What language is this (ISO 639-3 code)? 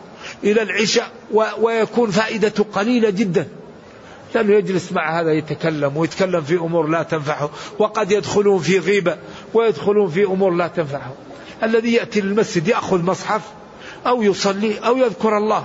ara